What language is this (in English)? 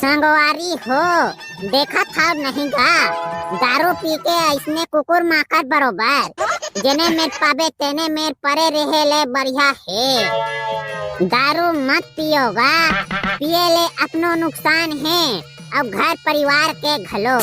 Chhattisgarhi